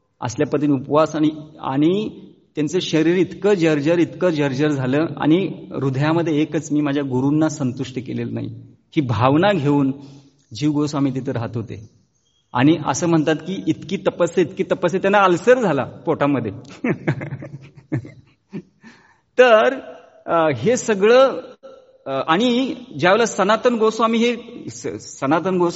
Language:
Marathi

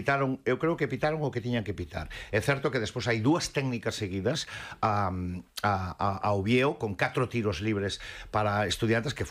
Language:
Galician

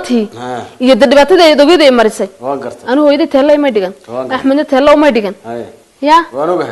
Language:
Somali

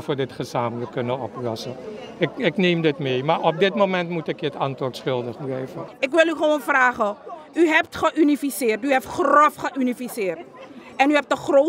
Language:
Dutch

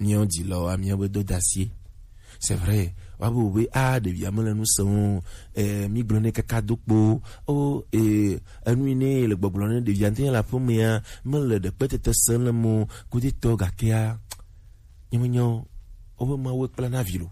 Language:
Gen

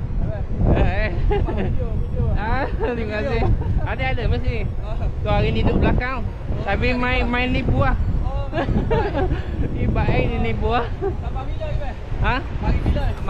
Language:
Malay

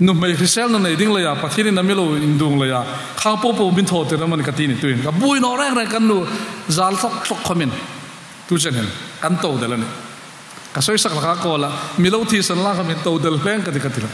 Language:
Hmar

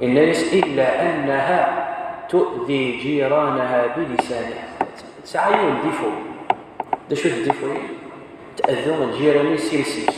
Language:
Kabyle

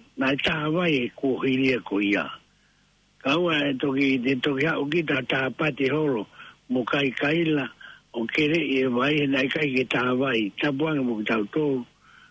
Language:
Tongan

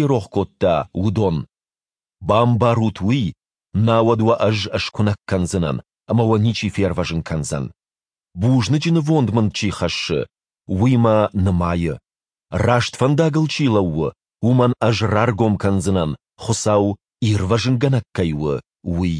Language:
Ossetic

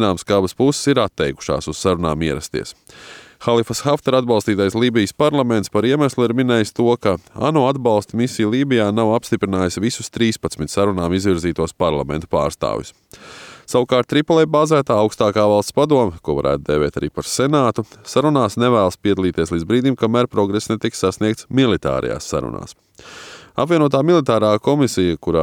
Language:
Latvian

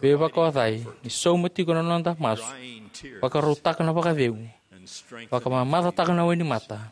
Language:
Fijian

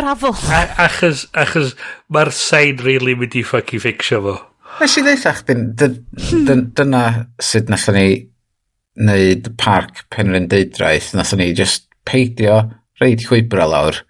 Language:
Welsh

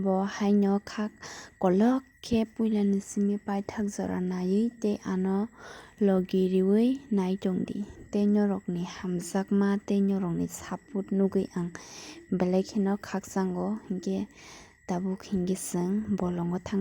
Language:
Kok Borok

